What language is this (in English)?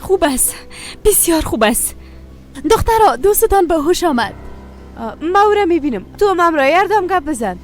Persian